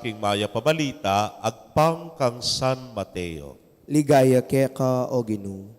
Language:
Pampanga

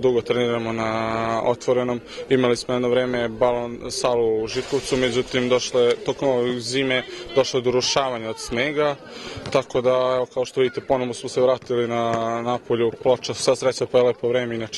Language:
Serbian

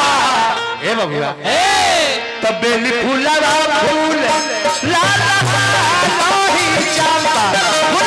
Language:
Bhojpuri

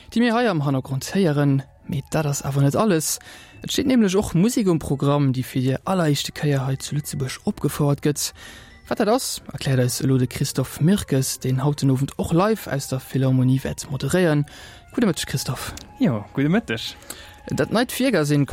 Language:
Luxembourgish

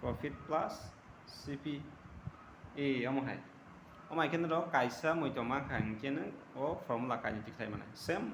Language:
Kok Borok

